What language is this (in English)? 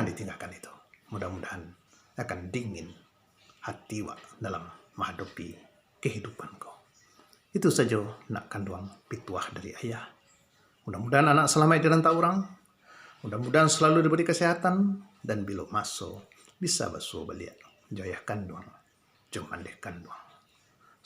Minangkabau